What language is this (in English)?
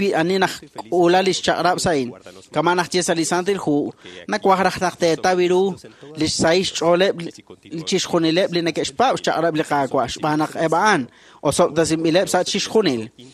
Kekchí